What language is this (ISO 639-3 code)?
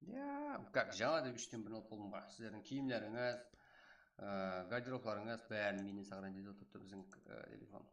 kaa